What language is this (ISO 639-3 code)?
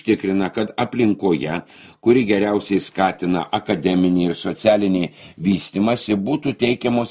lit